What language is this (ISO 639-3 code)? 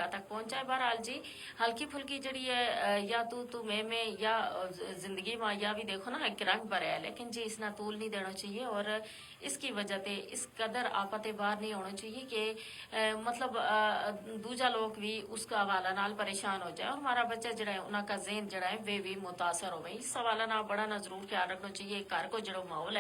gju